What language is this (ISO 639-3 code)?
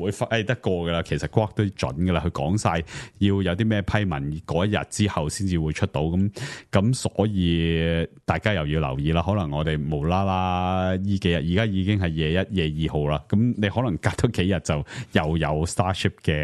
yue